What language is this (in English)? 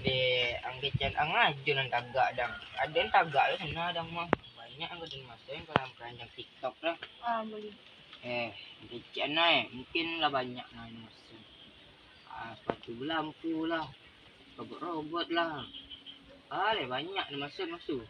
Minangkabau